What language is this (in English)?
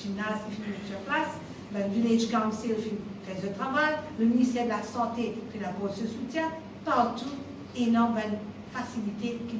Morisyen